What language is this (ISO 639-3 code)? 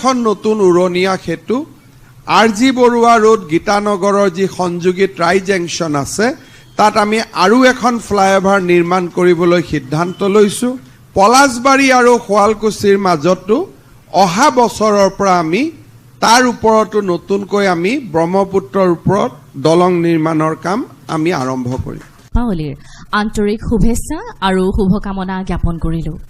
asm